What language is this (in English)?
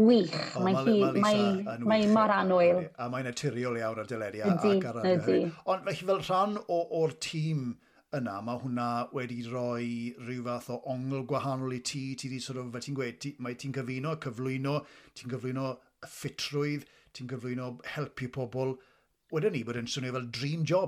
Welsh